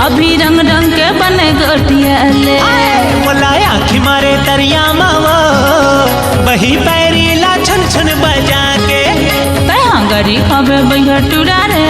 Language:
Chhattisgarhi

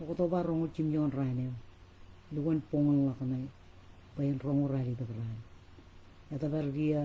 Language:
Marshallese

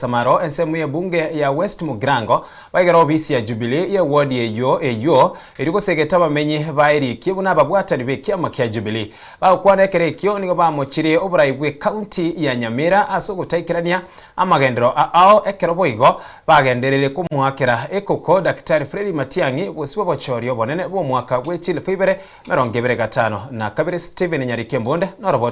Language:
Gusii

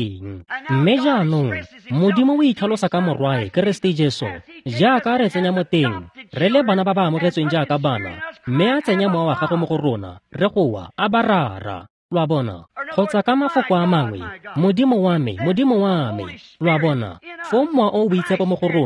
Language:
Tswana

